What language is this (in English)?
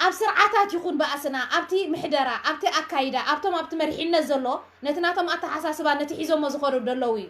Tigrinya